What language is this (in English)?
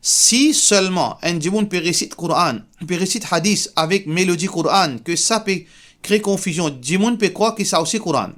Morisyen